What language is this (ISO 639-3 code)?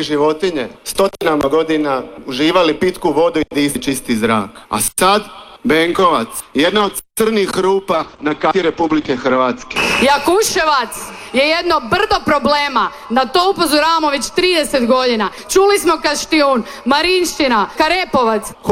hrv